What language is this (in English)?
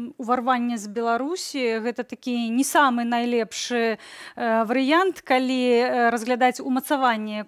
Belarusian